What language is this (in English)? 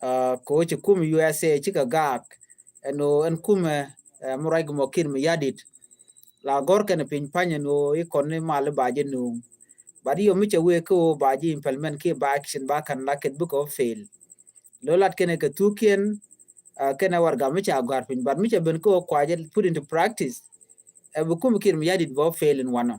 Nuer